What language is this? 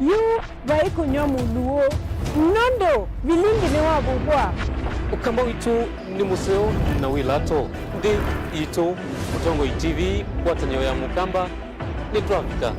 Kamba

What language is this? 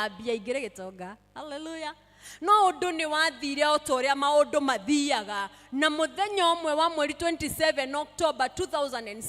Kikuyu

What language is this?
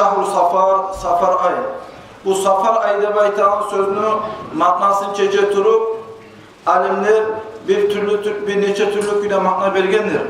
Kumyk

